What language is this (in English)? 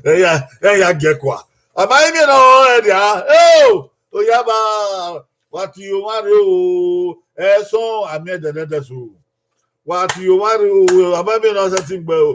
Bini